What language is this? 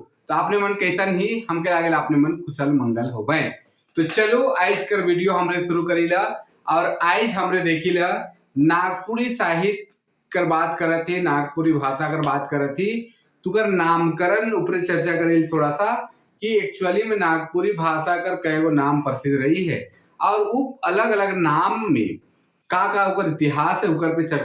Sadri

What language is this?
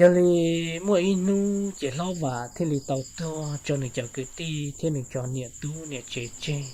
Hmong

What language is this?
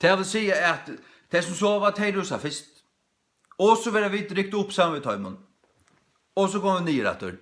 Faroese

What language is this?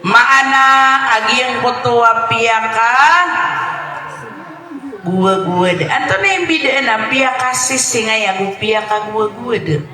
Maranao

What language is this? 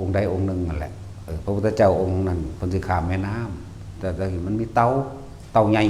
Northeastern Thai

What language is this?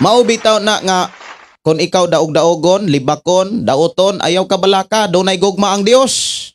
Cebuano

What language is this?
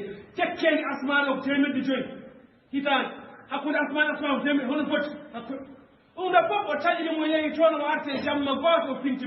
Fula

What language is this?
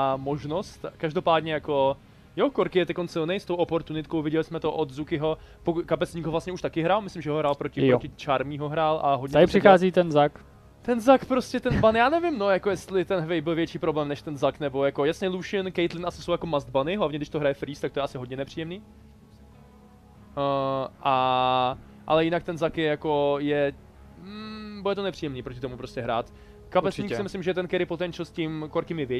Czech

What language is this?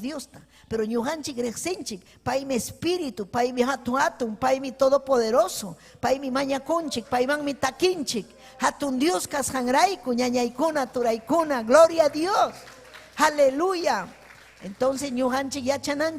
Ayacucho Quechua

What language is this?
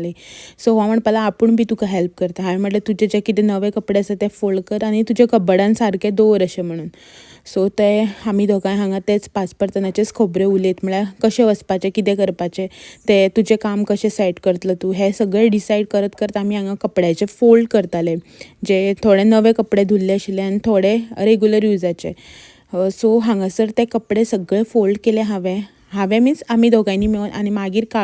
Konkani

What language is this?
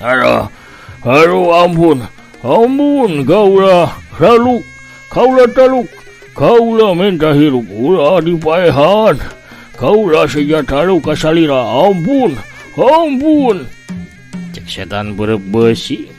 Sundanese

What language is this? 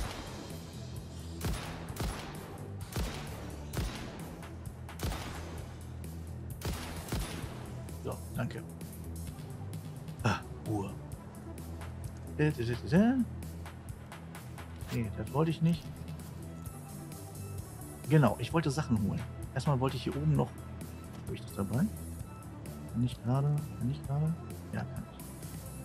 German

